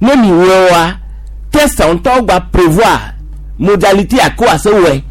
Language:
Gen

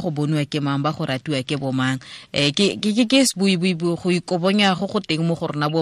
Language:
Tswana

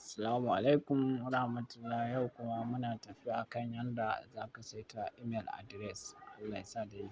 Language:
Hausa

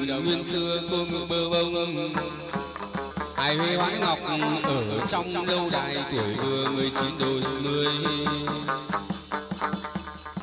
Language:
Vietnamese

